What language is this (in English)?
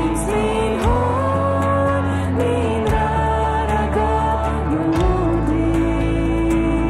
Plautdietsch